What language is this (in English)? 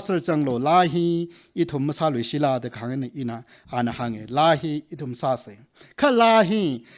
Tangkhul Naga (India)